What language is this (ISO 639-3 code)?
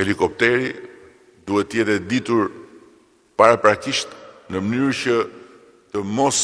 sqi